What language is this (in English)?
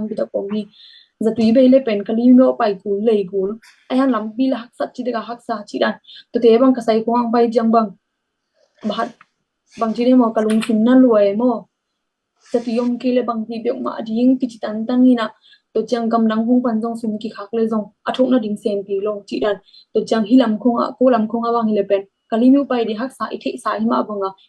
Tedim Chin